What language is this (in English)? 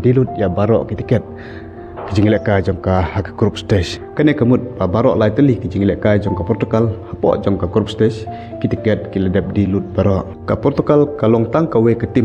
Khasi